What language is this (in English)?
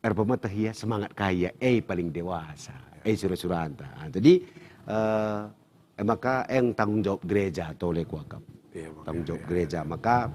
Batak Karo